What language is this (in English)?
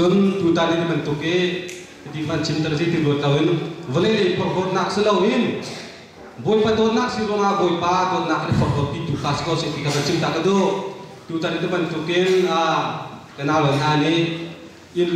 Hakha Chin